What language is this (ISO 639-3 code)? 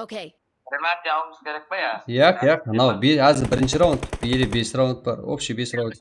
kaa